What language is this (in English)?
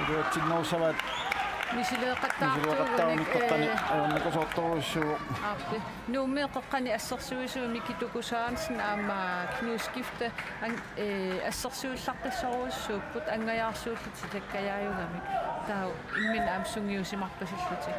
Kalaallisut